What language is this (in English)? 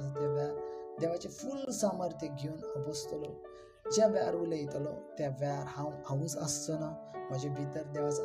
Konkani